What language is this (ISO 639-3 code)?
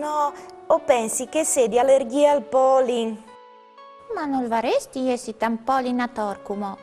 fur